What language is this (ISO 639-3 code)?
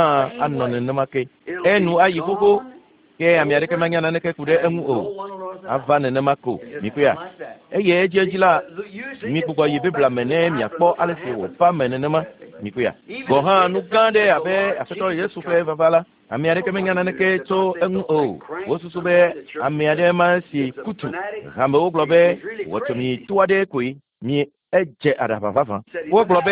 ewe